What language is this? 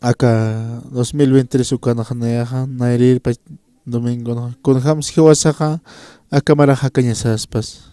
Aymara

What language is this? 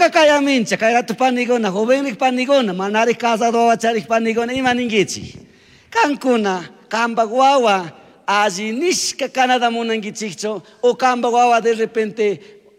Chimborazo Highland Quichua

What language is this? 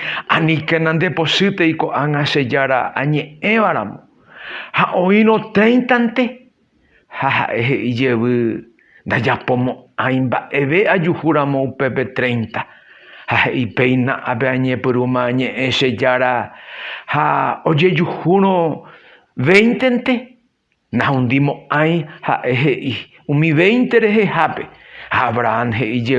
Guarani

